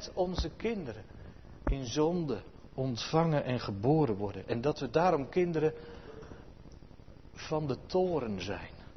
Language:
Dutch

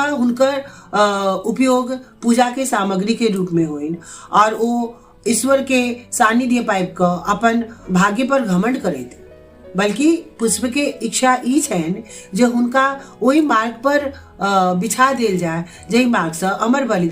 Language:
Maithili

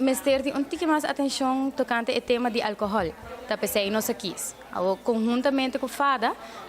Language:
Papiamento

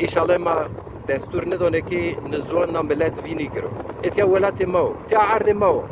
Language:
Zaza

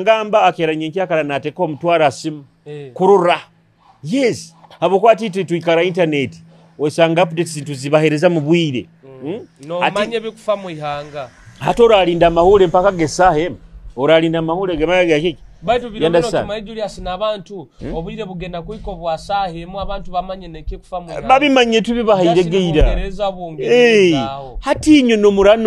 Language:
Nyoro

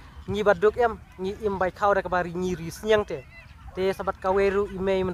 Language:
Khasi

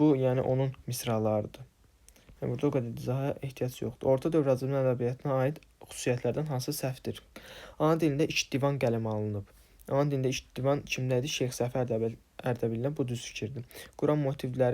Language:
Azerbaijani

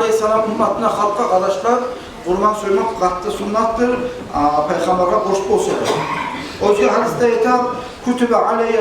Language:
Kumyk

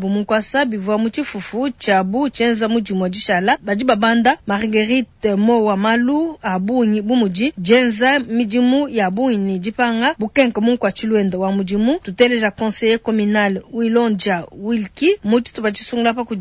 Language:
Luba-Lulua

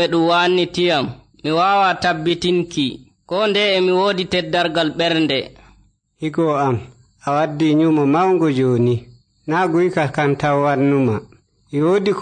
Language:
Nigerian Fulfulde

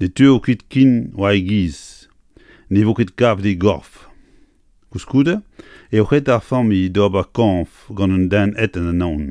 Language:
Breton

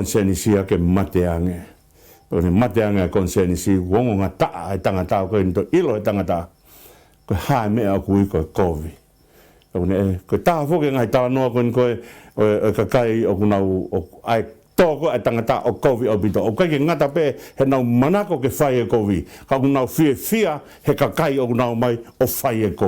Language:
Tongan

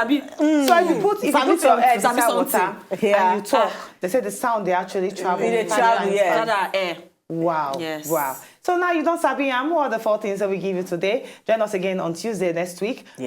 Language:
Nigerian Pidgin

